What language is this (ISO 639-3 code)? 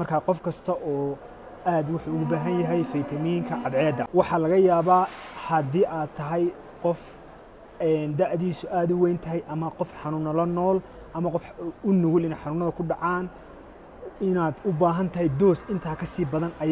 som